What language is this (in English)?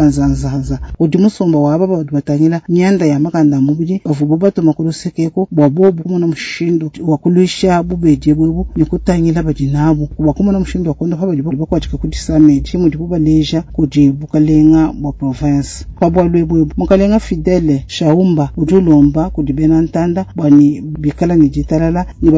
Luba-Lulua